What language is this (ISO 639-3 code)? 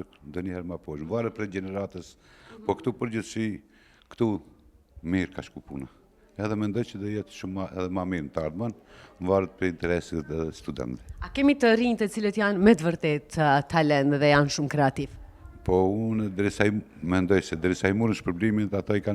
sqi